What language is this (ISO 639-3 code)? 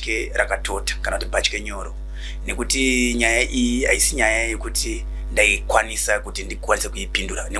sna